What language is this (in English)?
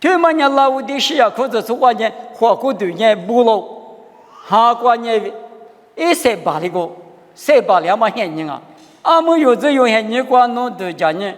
Lisu